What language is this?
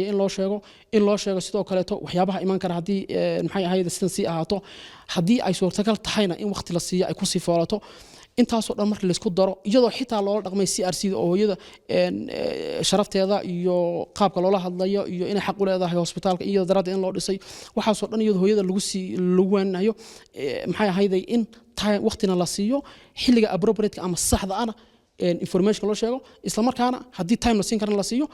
Somali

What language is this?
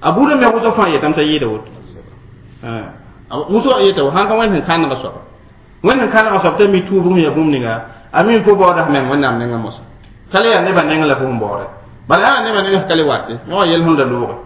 Mossi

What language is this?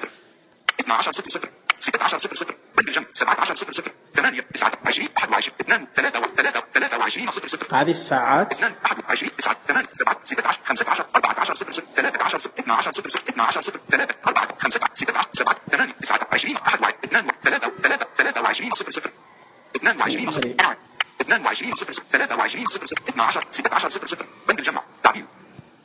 Najdi Arabic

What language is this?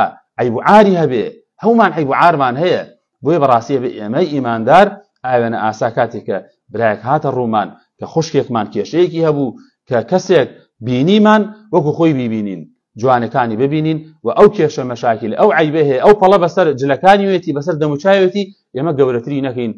Central Kurdish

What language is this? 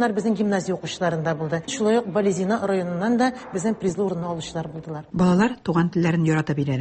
Tatar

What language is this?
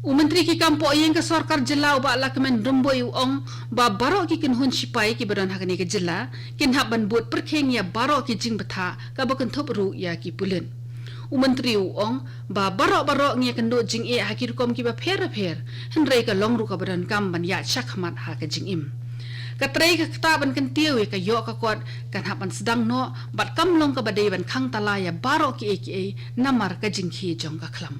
Khasi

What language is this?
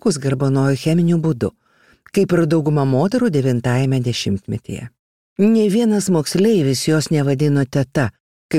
Lithuanian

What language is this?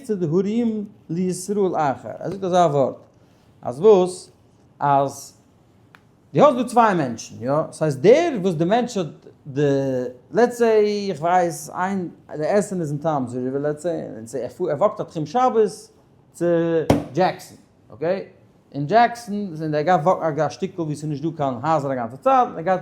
Yiddish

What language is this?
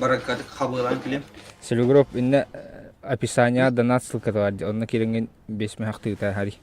Yakut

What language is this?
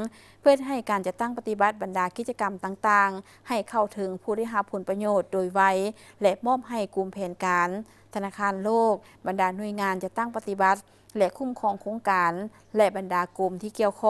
Lao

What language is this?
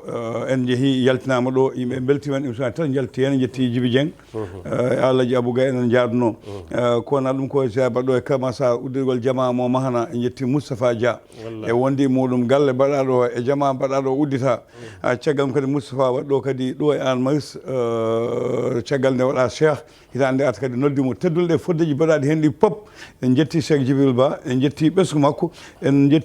Fula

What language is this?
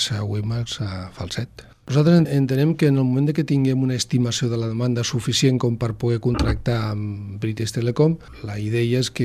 Catalan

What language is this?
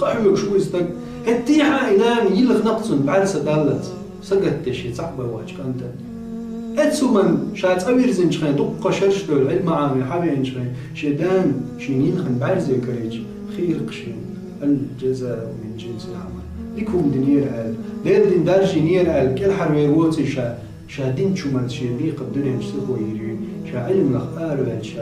Chechen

